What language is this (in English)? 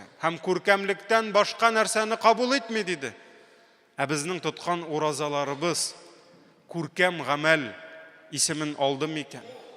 Tatar